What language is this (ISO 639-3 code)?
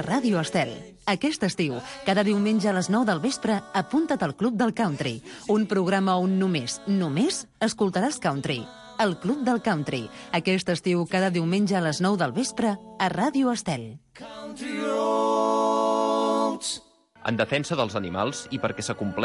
cat